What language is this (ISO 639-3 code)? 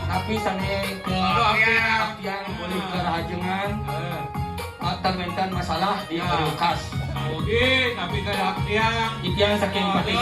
ban